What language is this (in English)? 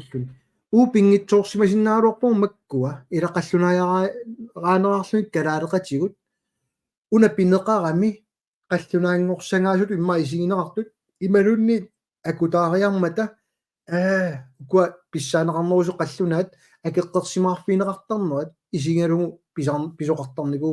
Kalaallisut